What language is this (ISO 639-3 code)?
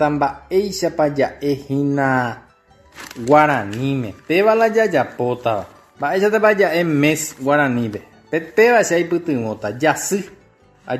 grn